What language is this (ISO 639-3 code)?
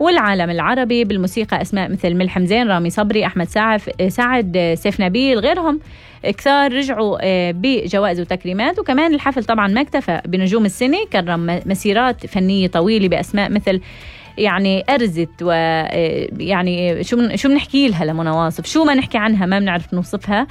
apc